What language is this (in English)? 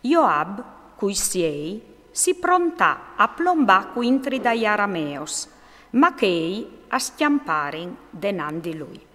Friulian